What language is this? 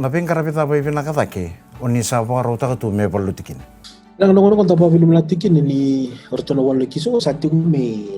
Fijian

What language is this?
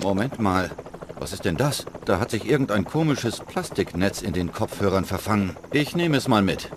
Bavarian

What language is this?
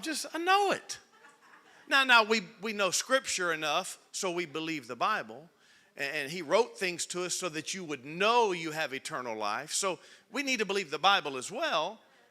English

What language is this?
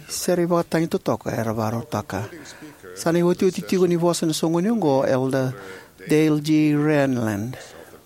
Fijian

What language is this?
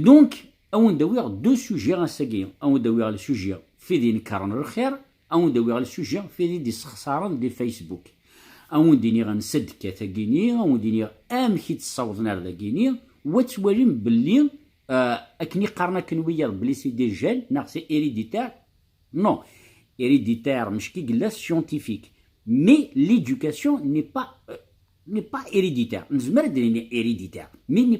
Kabyle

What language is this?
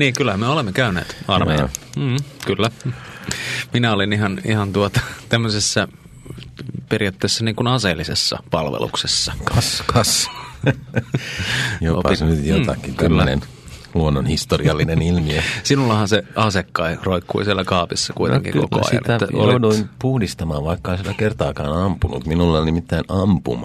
Finnish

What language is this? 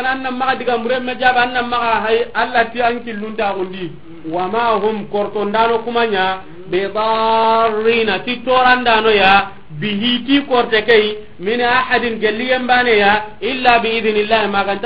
Soninke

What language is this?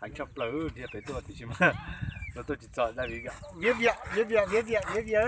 Hmong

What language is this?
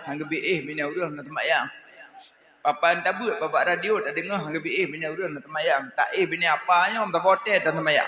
Achinese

